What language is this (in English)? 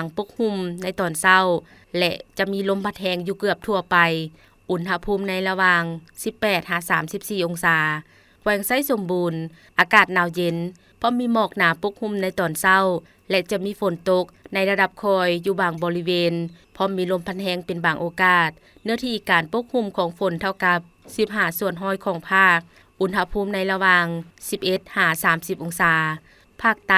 Lao